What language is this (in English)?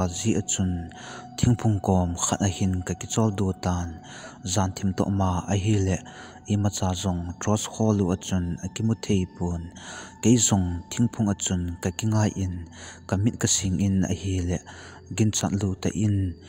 Thado Chin